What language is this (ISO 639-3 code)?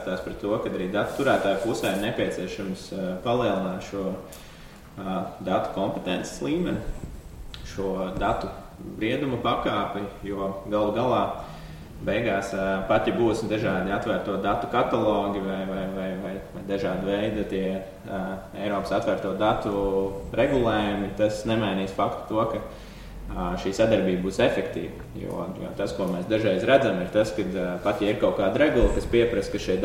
lav